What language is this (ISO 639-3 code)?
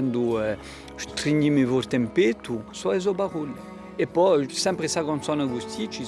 cos